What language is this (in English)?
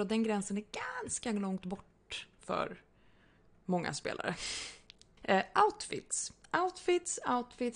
Swedish